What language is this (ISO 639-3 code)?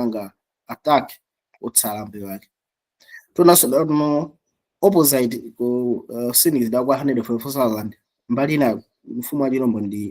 nya